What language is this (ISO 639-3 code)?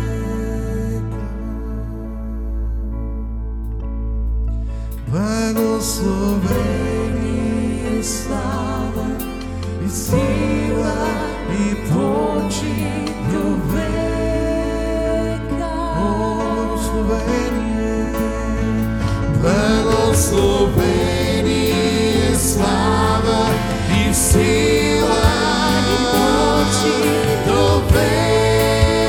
bul